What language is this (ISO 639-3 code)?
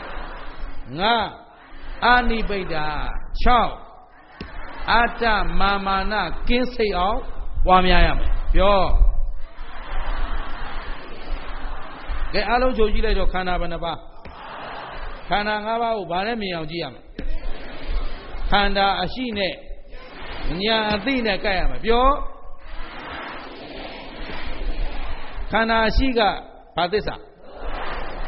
mya